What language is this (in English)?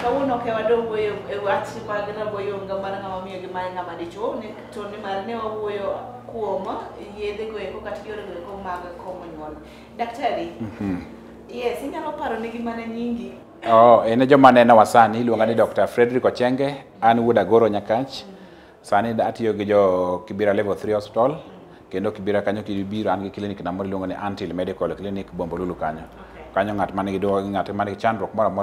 Luo (Kenya and Tanzania)